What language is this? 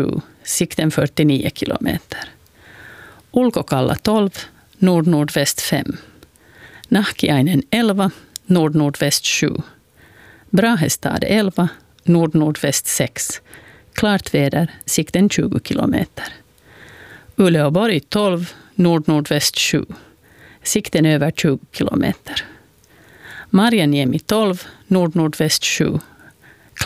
Swedish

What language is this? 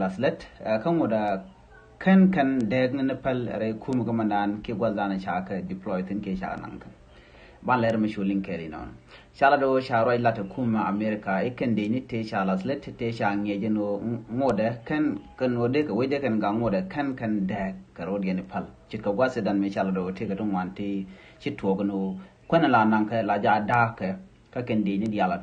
Nuer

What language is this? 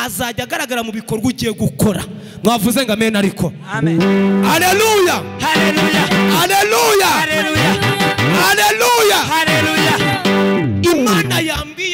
Kinyarwanda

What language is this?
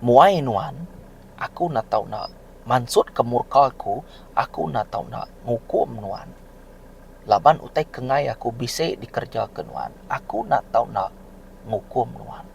Iban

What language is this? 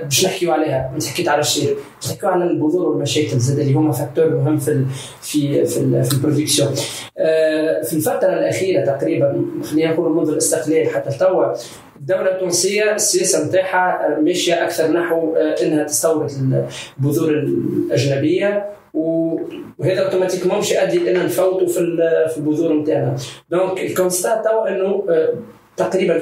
Tunisian Arabic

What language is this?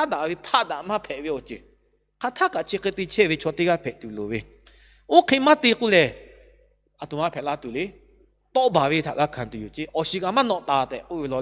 Lahu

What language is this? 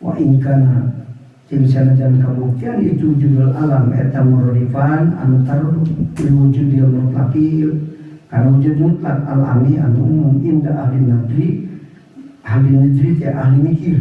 Sundanese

